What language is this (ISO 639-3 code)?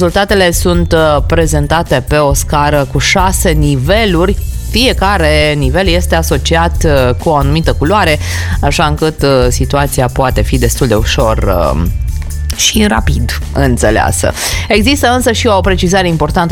ron